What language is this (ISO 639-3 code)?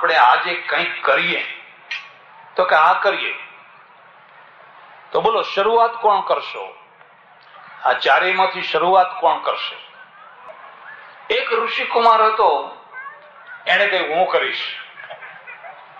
guj